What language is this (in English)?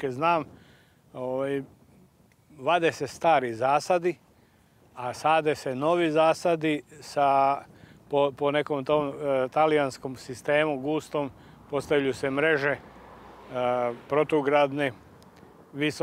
Serbian